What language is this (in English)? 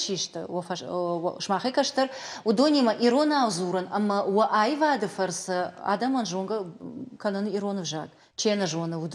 Ossetic